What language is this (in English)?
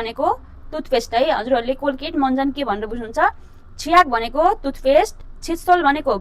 Nepali